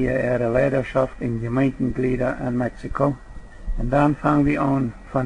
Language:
Plautdietsch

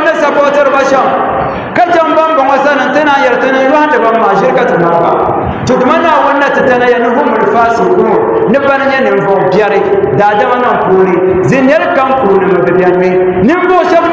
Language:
Dagbani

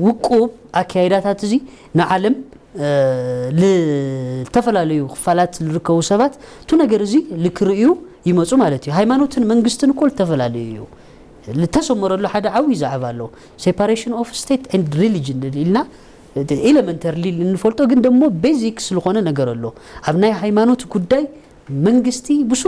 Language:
Tigrinya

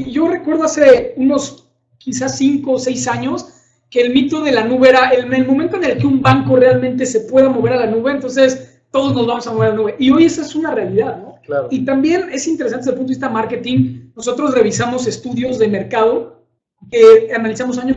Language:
Spanish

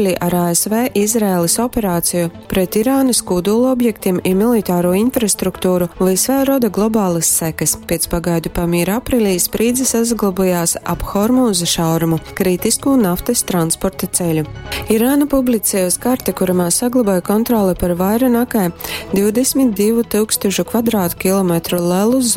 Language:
Latgalian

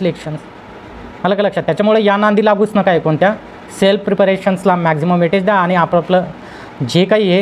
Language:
Marathi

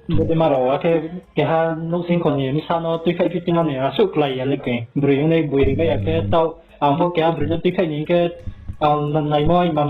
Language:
Riang (India)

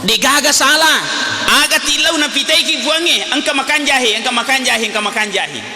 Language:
Buginese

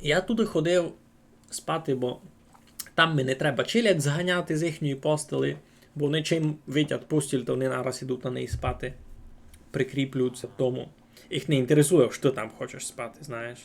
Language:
Rusyn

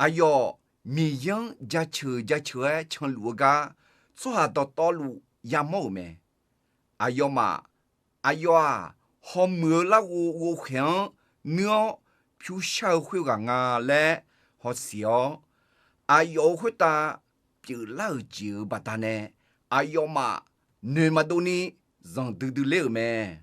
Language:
Akha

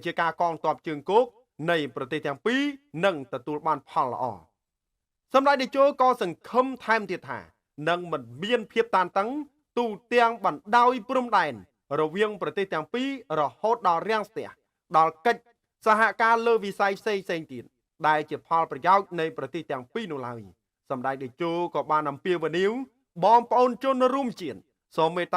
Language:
Khmer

